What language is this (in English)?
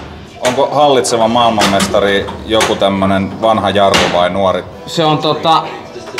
Finnish